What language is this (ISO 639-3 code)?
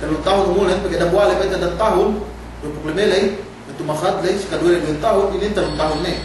yka